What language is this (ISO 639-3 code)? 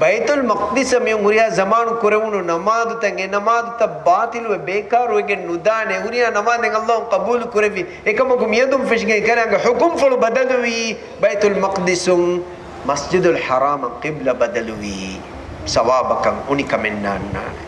div